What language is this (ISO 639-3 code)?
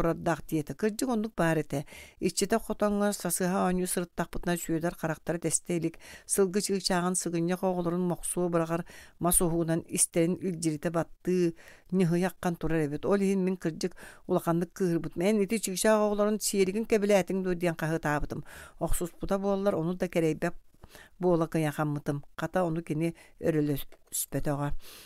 sah